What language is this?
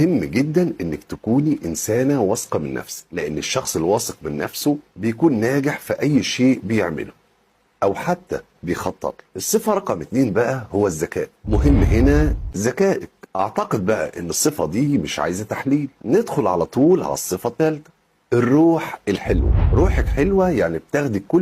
Egyptian Arabic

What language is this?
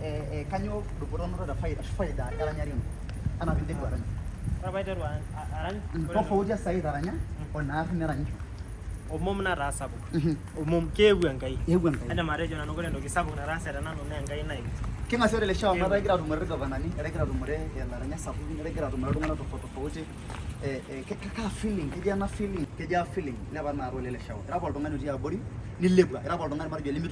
Masai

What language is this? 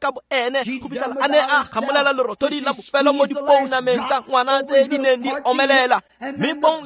Tswana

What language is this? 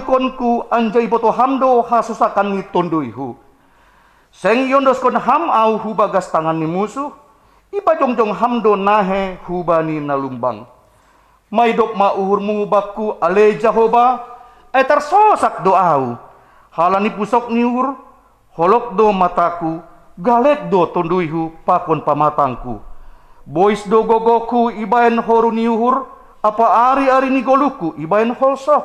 Batak Simalungun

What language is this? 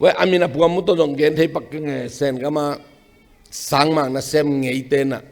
Tedim Chin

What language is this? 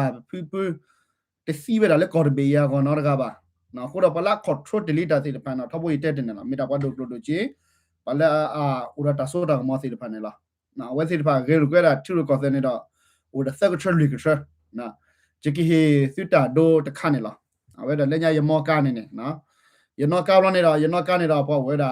S'gaw Karen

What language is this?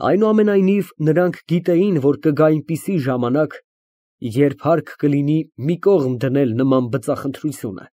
Armenian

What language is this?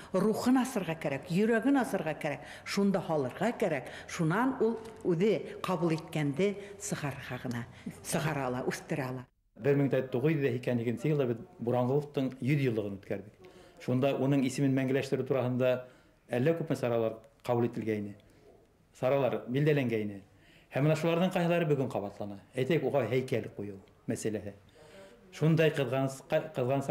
Bashkir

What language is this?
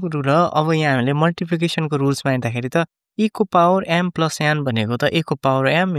Nepali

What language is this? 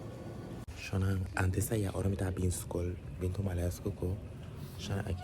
Papiamento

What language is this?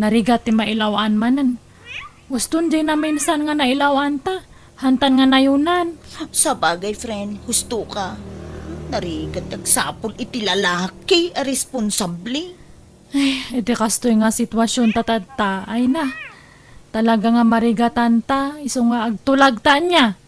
Iloko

